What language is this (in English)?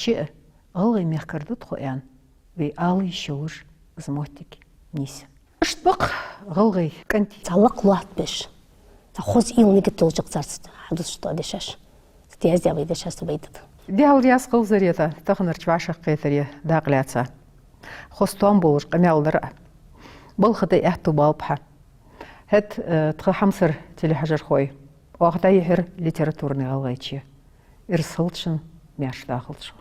Ingush